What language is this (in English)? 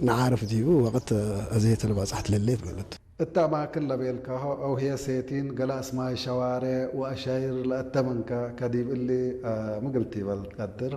Tigre